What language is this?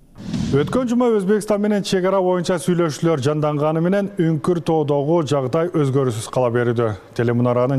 Kyrgyz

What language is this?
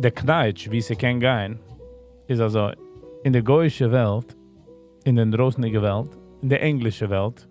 Yiddish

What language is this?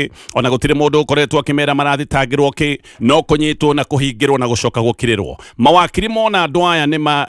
Kikuyu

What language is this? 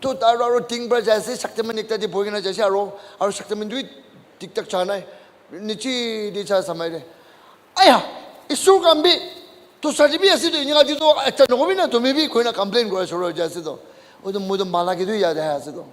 Naga Pidgin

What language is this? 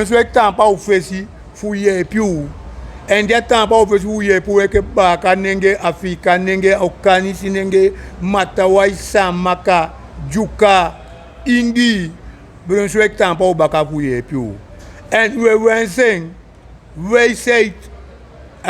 Sranan Tongo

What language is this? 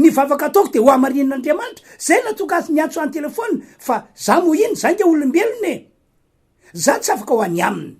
Malagasy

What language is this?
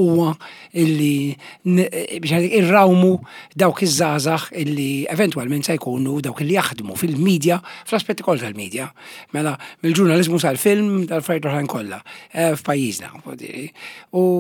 Maltese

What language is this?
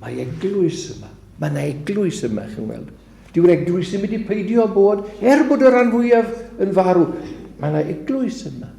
Welsh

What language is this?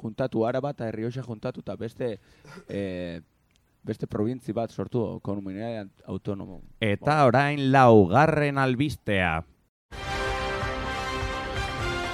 Basque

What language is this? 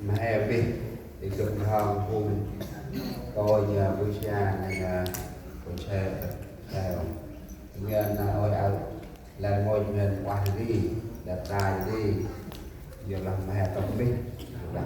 Central Mnong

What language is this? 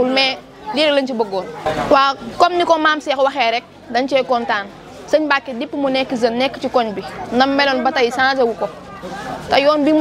Wolof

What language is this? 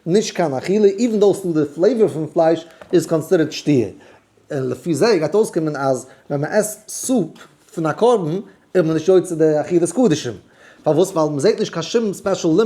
Yiddish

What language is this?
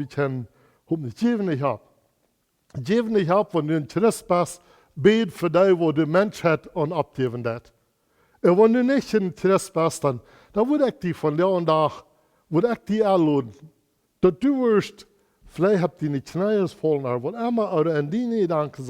Plautdietsch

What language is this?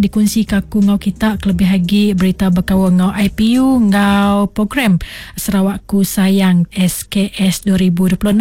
Iban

